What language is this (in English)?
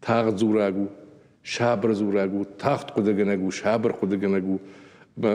Ossetic